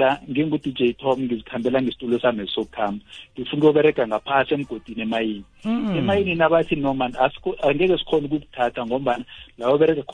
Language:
South Ndebele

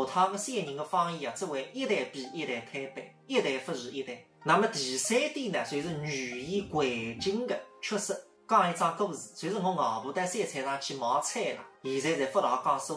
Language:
Wu Chinese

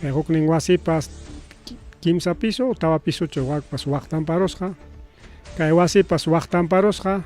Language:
Ayacucho Quechua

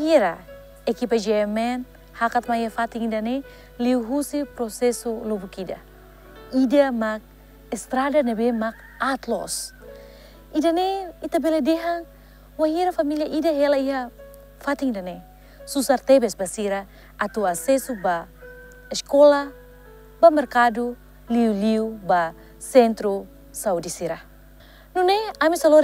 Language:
Tetum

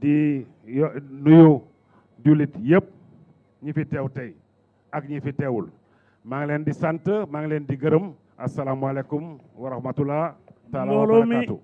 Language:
Wolof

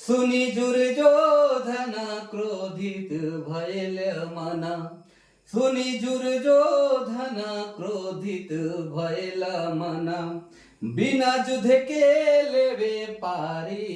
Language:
Sadri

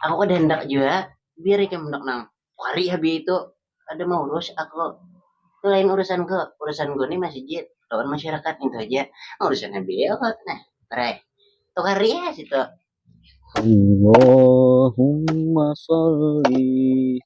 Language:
Banjar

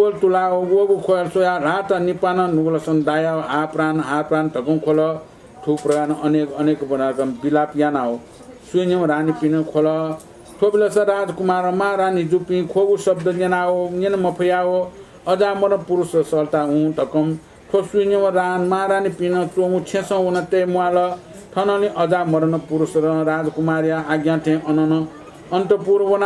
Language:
Newari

